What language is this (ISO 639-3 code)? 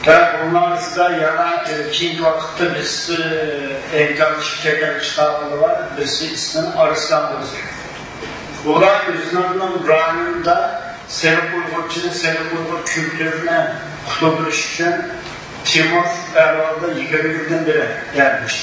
uig